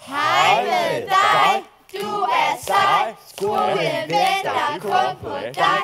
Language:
Danish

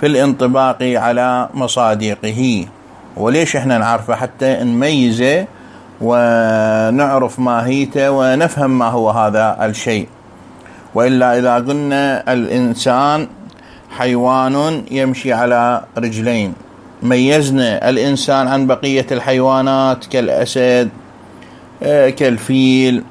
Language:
Moroccan Arabic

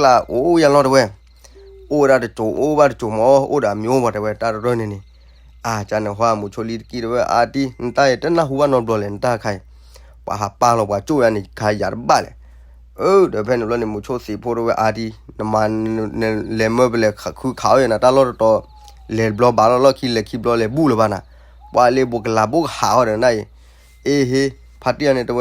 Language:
S'gaw Karen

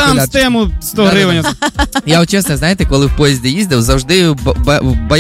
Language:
Ukrainian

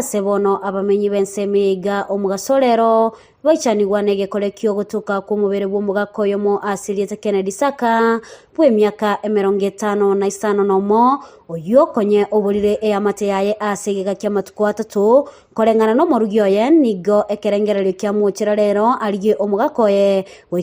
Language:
Gusii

